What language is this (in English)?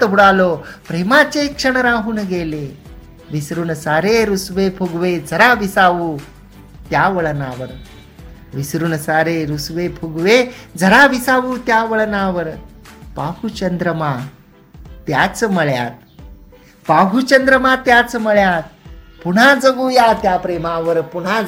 Marathi